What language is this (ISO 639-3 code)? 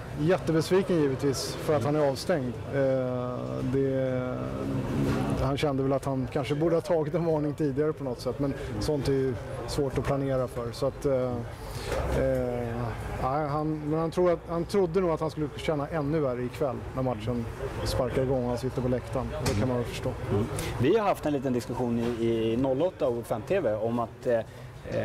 swe